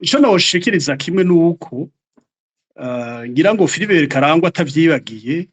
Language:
Rundi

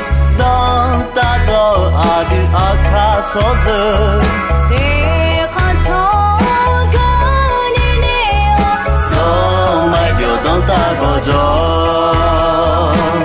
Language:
Akha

